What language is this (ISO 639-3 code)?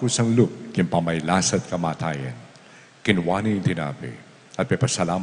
pam